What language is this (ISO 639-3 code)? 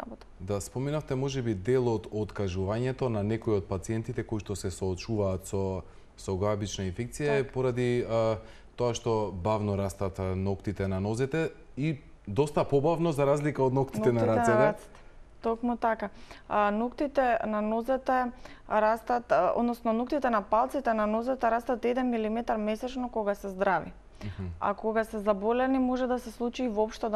mkd